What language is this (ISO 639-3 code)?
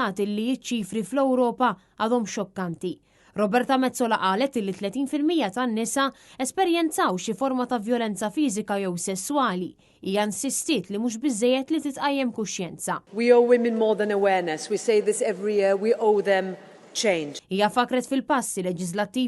mlt